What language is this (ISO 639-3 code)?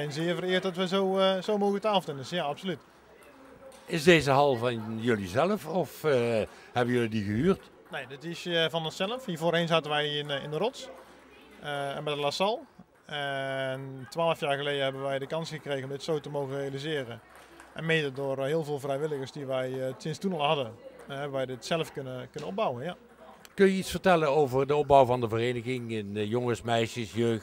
nld